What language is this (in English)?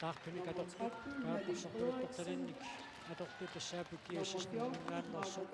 Kalaallisut